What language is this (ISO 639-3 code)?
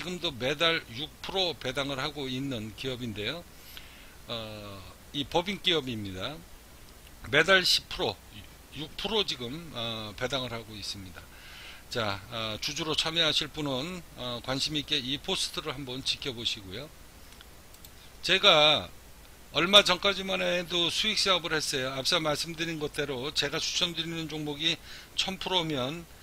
kor